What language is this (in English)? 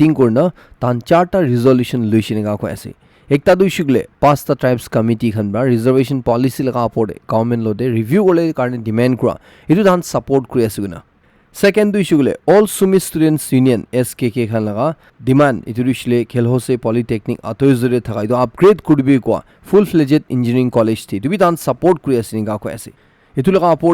Naga Pidgin